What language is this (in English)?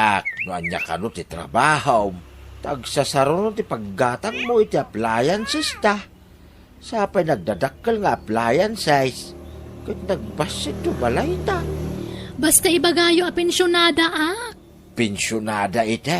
Iloko